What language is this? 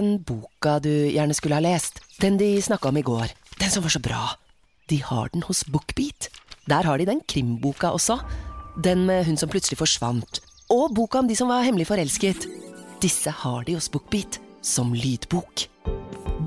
Norwegian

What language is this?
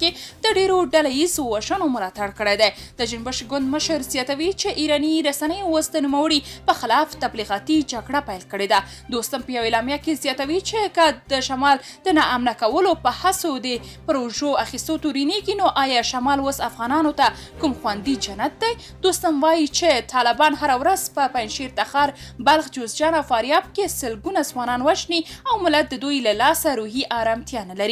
Pashto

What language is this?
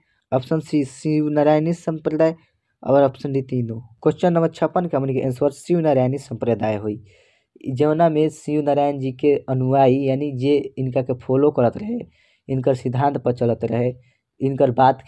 Bhojpuri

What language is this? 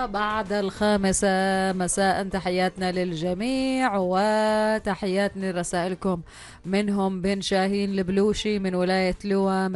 Arabic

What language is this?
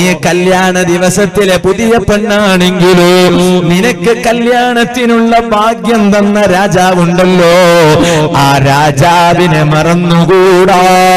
Malayalam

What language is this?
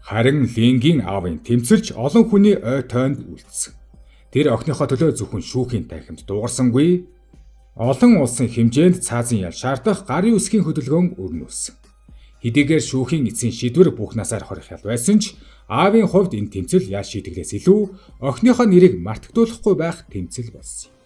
Mongolian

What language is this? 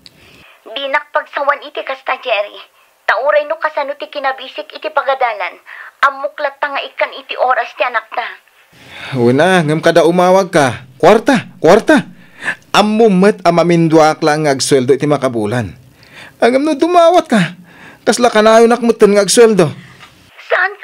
Iloko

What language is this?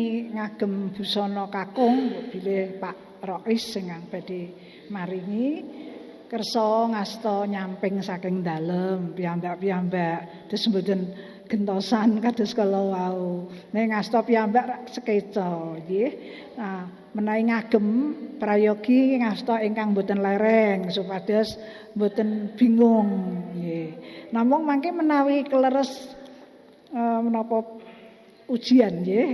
Javanese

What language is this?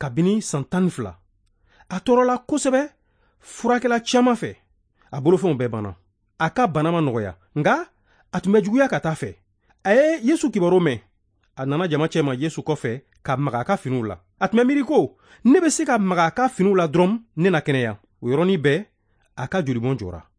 Bambara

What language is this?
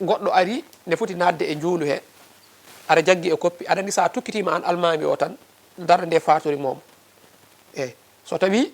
Fula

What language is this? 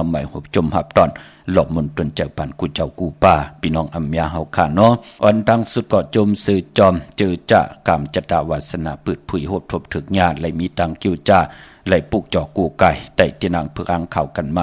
Shan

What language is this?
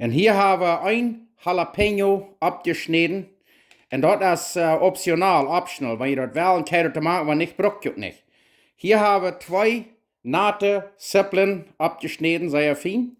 Plautdietsch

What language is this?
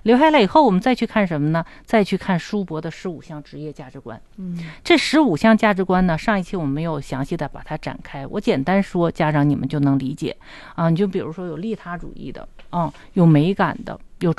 Chinese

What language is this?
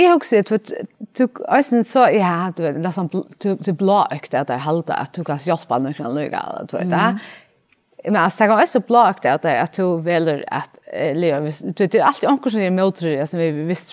Faroese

